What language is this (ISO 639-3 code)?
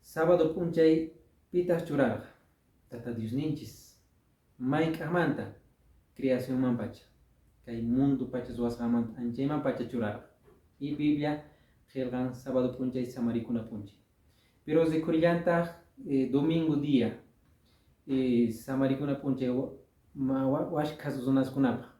que